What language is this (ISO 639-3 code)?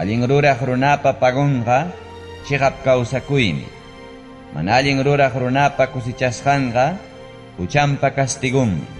quy